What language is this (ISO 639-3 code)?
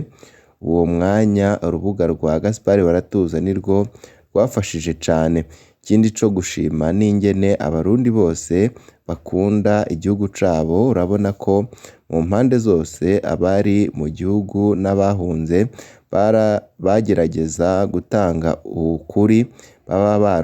run